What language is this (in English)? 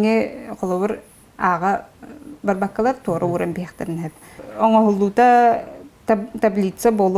Yakut